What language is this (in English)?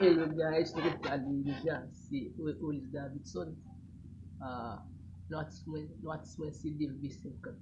Haitian Creole